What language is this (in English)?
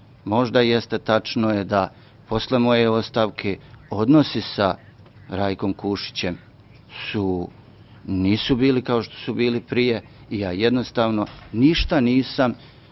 Serbian